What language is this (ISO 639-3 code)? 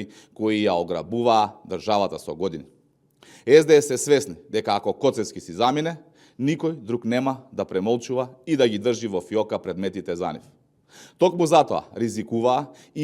mkd